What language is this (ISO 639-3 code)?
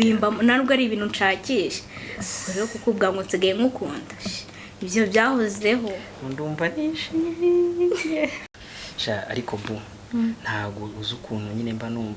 kin